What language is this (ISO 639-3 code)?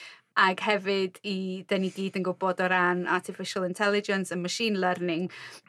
cym